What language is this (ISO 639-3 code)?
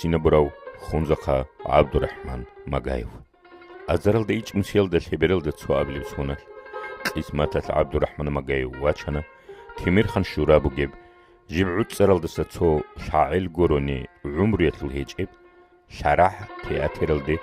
ava